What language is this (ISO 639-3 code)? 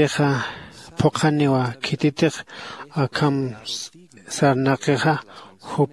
aym